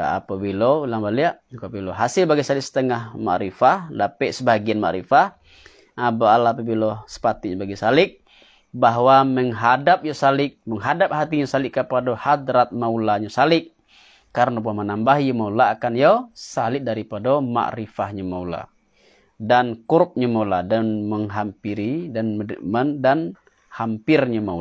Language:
Minangkabau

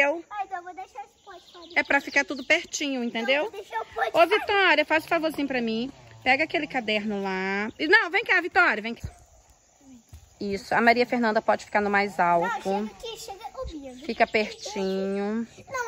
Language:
Portuguese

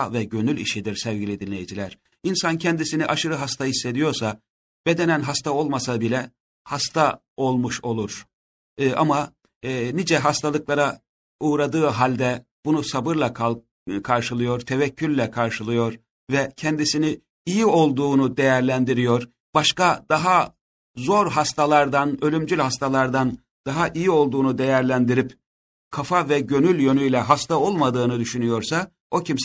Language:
Turkish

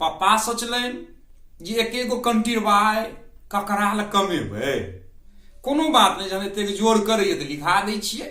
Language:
Maithili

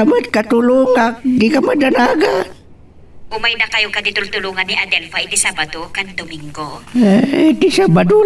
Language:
Iloko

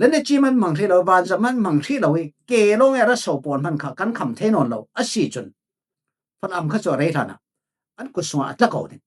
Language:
Falam Chin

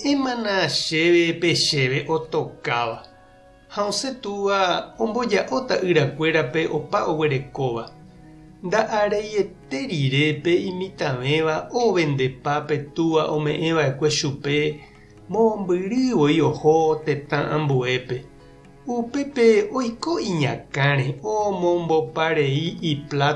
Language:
Guarani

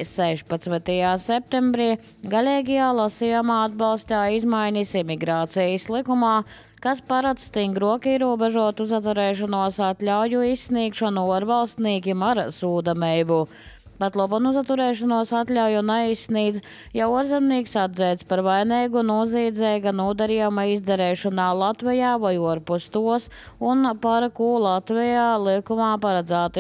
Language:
Latvian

